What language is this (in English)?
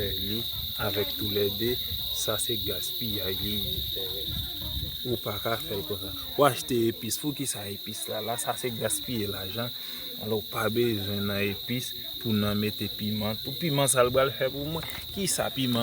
Haitian Creole